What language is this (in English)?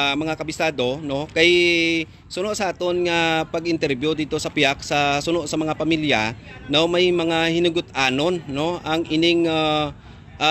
Hiligaynon